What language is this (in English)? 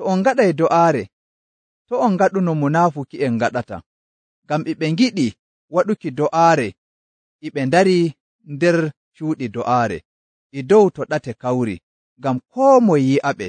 Nigerian Fulfulde